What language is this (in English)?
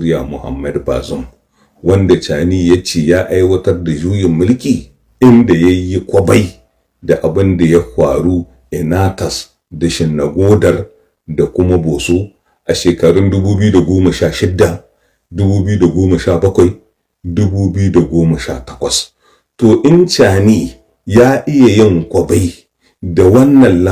Hausa